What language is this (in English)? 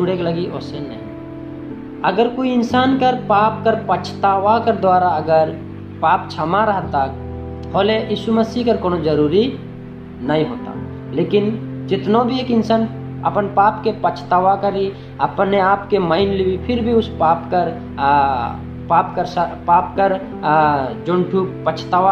Sadri